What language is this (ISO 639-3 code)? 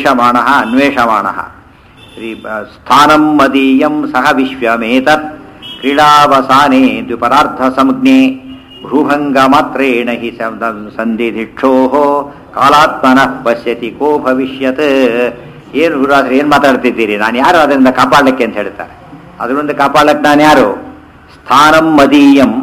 kan